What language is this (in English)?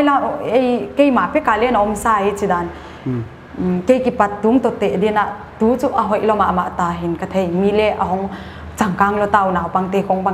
Paite Chin